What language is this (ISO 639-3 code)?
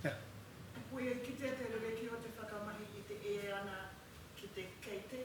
mri